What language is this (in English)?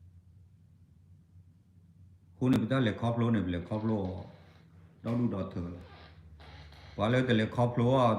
S'gaw Karen